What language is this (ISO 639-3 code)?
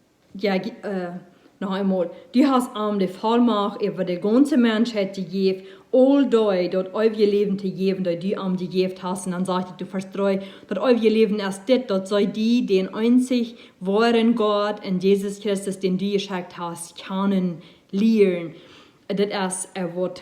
pdt